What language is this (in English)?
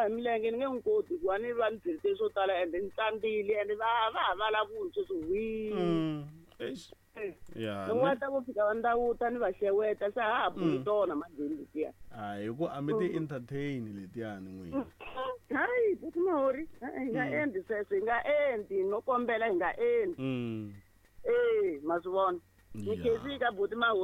Tsonga